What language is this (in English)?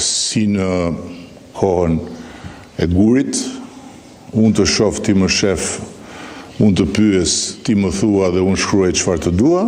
Albanian